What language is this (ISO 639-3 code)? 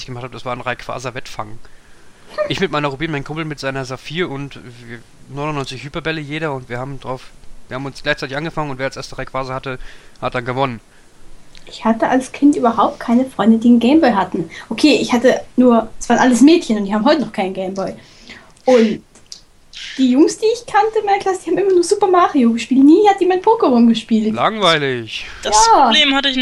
deu